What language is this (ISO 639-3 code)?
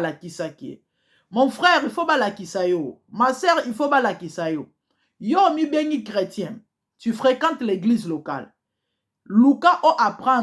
lin